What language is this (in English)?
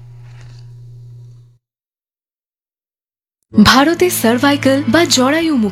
Bangla